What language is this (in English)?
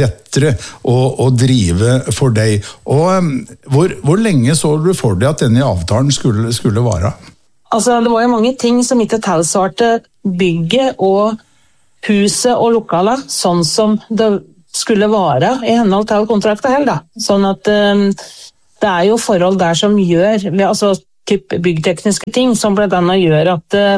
Norwegian